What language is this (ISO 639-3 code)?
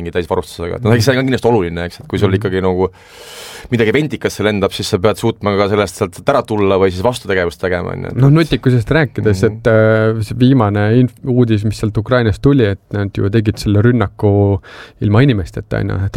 est